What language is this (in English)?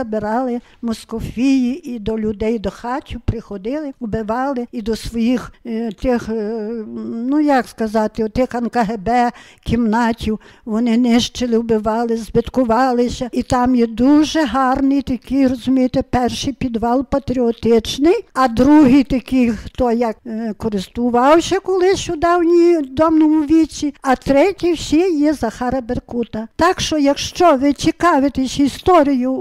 Ukrainian